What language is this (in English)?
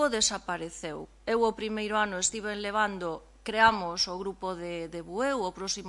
Galician